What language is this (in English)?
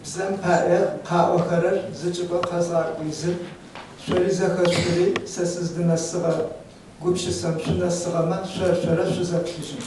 Adyghe